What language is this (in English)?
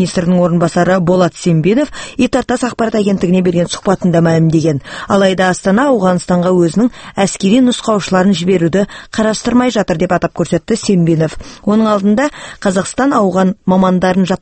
Kazakh